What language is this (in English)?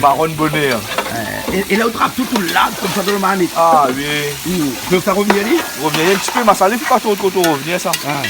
Réunion Creole French